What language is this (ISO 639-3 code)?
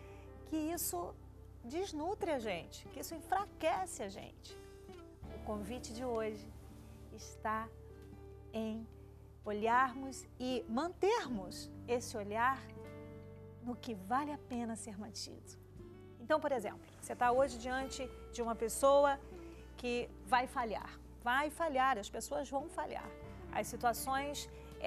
por